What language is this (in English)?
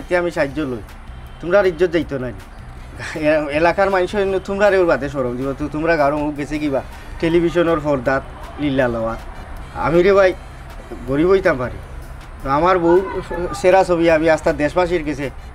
Sylheti